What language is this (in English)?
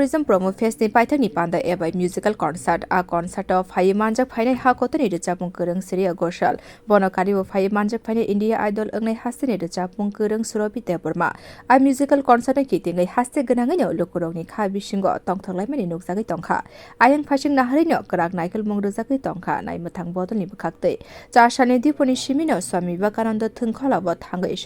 Kok Borok